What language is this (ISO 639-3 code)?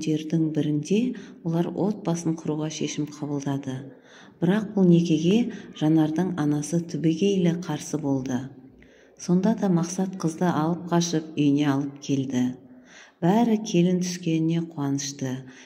kaz